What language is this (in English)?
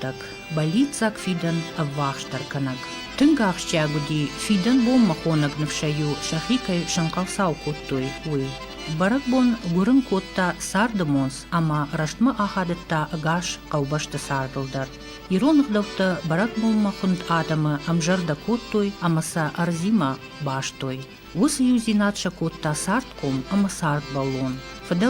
Ossetic